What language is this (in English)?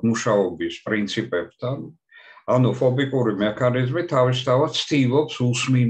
Georgian